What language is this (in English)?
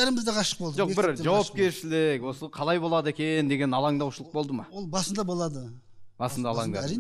Kazakh